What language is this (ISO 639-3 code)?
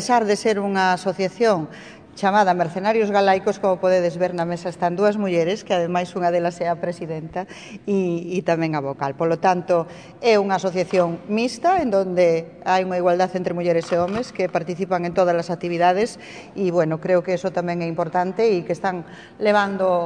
glg